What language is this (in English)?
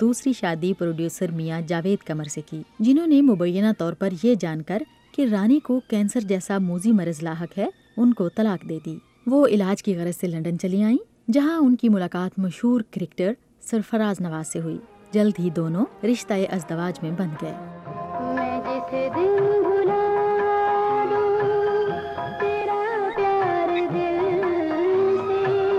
Urdu